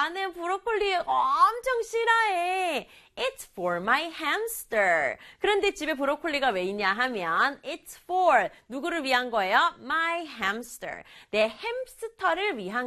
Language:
Korean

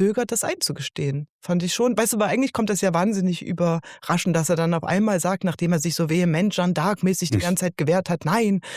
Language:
Swiss German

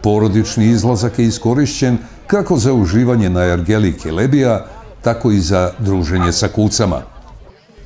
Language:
Serbian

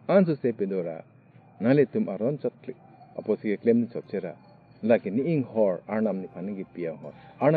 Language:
Karbi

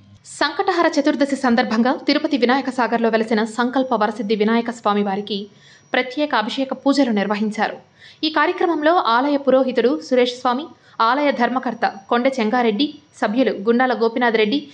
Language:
Telugu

